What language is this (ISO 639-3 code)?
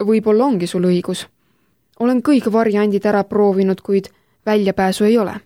est